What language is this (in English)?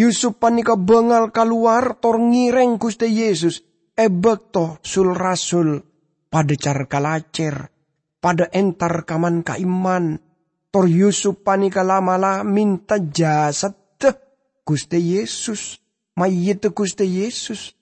Madurese